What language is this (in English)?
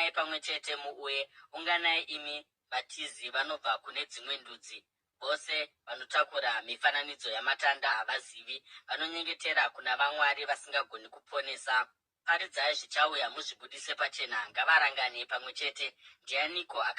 Shona